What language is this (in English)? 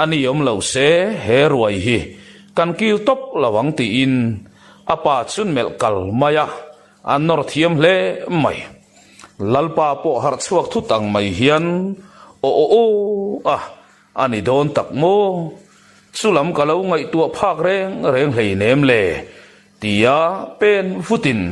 Mizo